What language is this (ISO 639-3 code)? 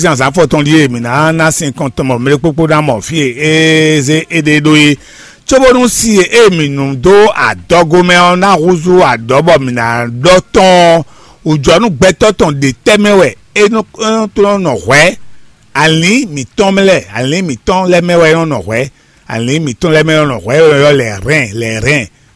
fon